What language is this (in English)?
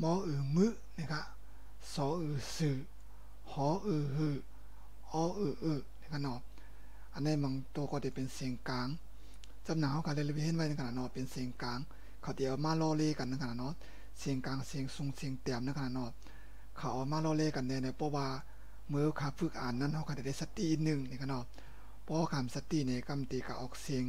Shan